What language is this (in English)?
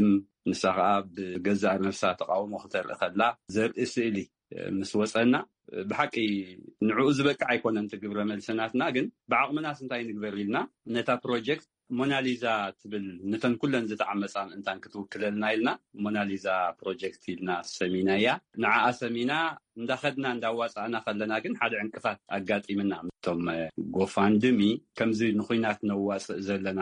Tigrinya